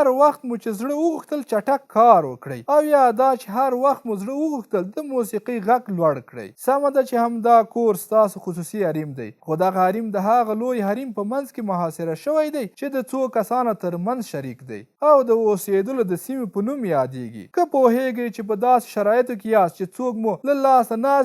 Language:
Pashto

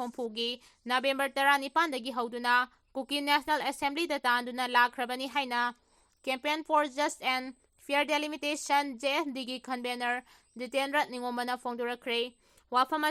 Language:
Manipuri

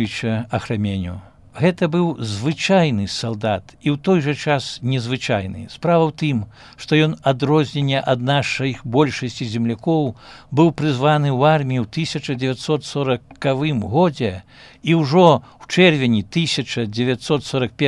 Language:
Belarusian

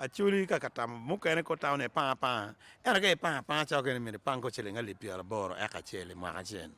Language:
Acoli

